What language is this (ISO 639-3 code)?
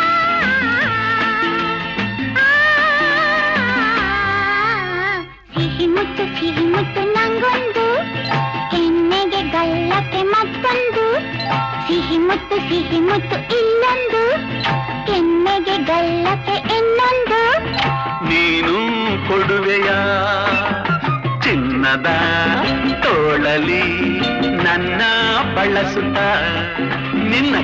kan